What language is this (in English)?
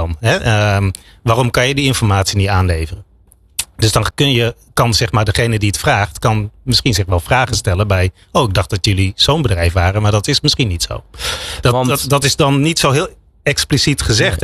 Dutch